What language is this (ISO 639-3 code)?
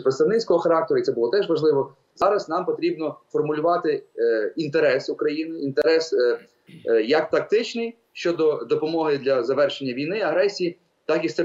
ukr